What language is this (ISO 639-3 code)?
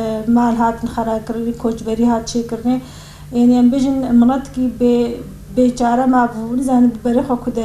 kur